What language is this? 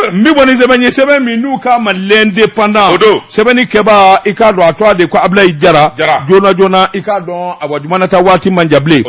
Bambara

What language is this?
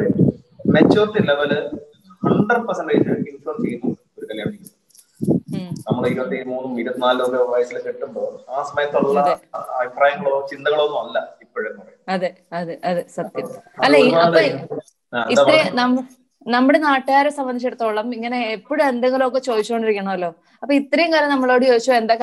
Malayalam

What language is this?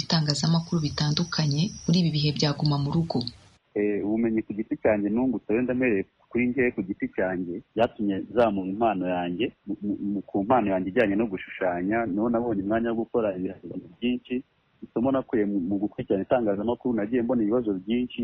Kinyarwanda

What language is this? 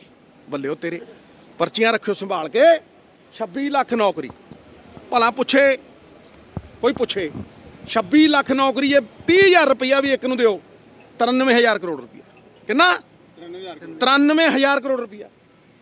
Punjabi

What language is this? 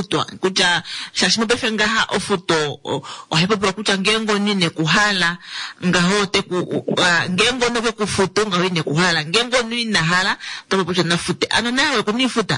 Kuanyama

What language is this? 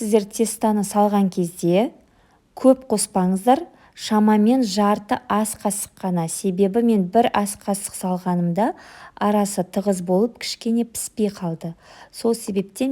Kazakh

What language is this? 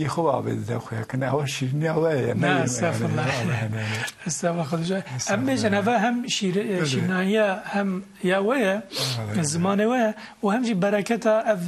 Kurdish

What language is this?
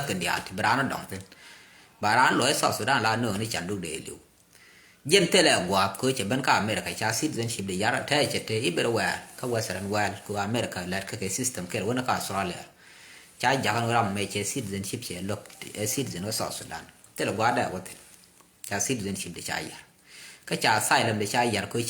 Nuer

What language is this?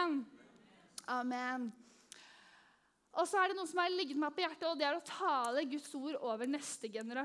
Norwegian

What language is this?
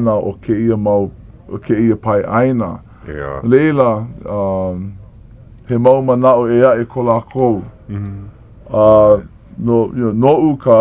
Hawaiian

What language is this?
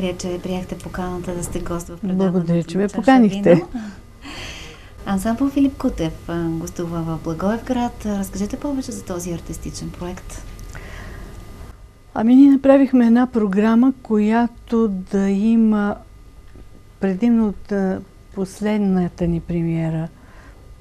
Bulgarian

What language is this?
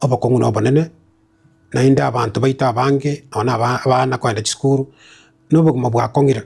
Gusii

